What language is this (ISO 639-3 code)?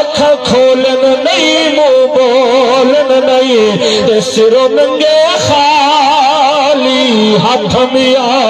skr